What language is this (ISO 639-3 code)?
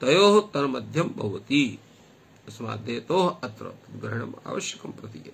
san